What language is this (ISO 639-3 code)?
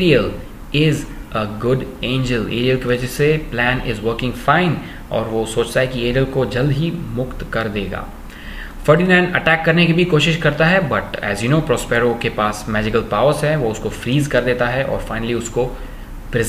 hin